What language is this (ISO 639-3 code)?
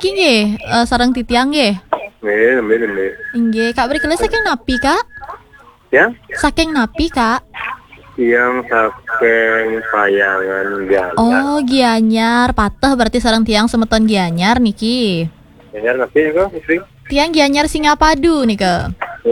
ban